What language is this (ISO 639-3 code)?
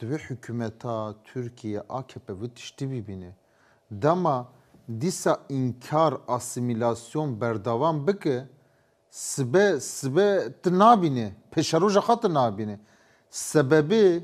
kur